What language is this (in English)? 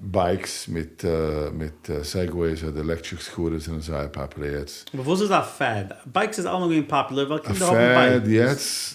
Yiddish